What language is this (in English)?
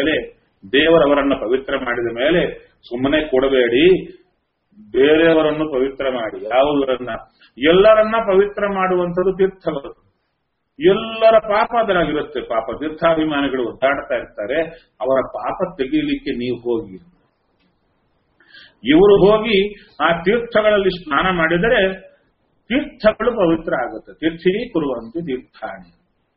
Kannada